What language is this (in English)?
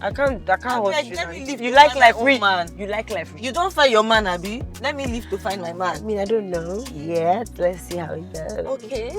Nigerian Pidgin